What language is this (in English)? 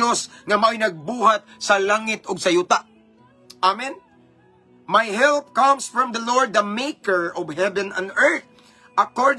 Cebuano